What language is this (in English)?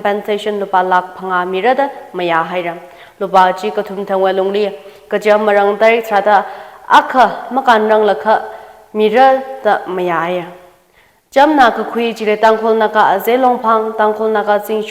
Tangkhul Naga (India)